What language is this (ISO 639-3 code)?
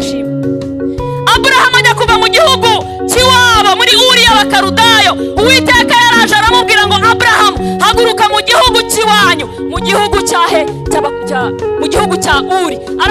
kin